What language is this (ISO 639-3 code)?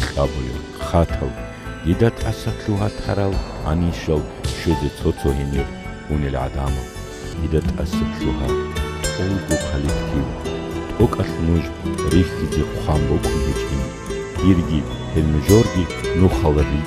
ava